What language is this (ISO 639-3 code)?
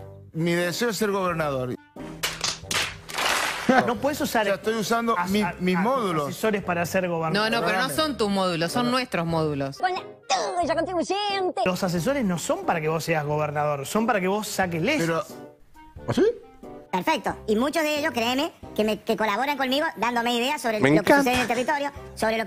spa